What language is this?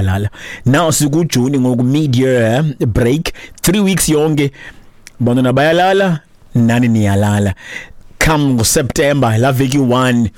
Xhosa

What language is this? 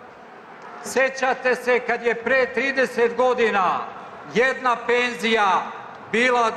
Serbian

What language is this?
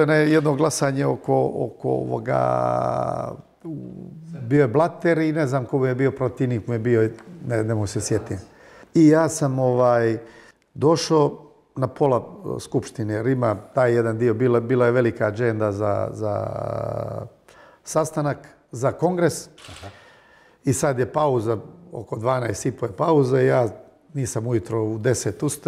Bosnian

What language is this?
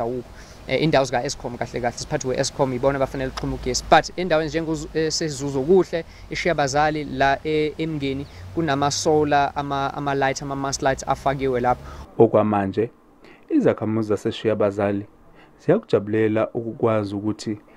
Zulu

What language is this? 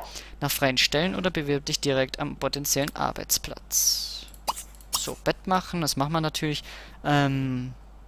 German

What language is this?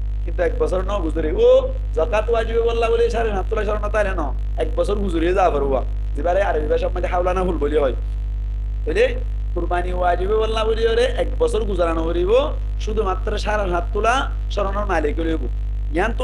Rohingya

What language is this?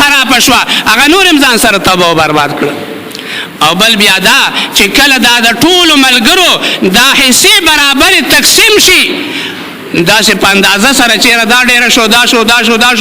Pashto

